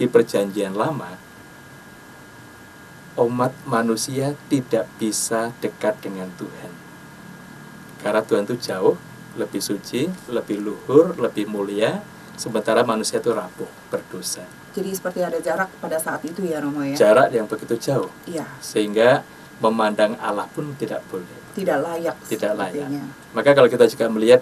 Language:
Indonesian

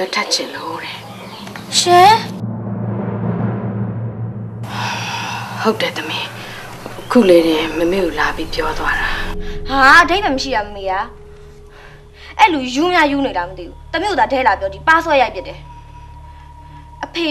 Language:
Burmese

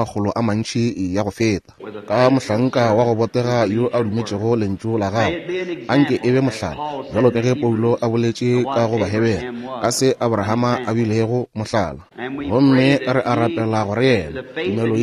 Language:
Northern Sotho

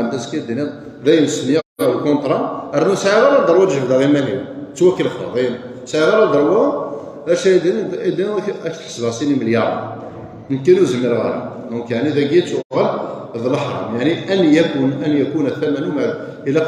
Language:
Kabyle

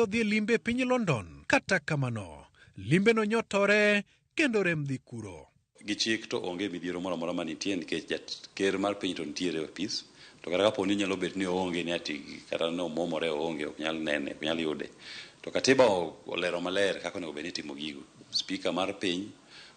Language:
Luo (Kenya and Tanzania)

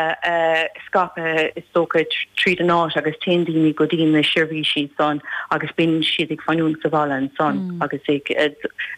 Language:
Irish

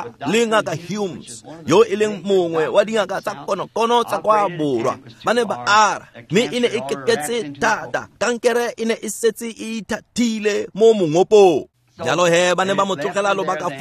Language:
Tswana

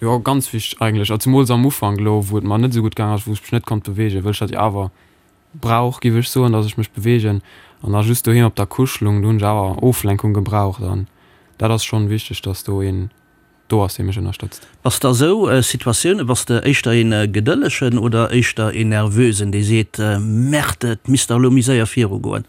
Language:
Luxembourgish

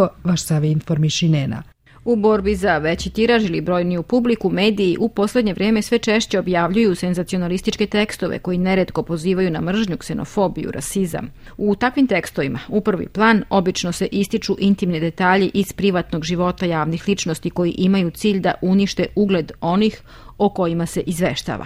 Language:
Serbian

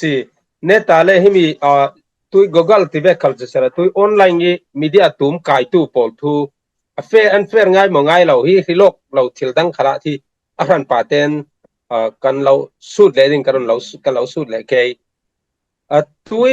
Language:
Falam Chin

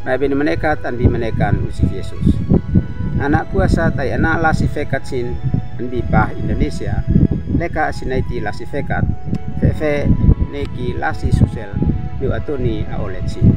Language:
Uab Meto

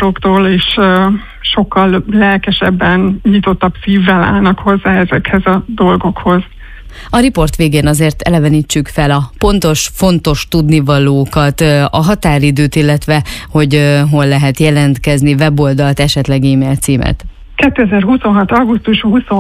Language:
Hungarian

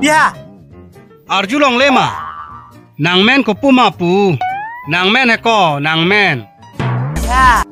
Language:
Karbi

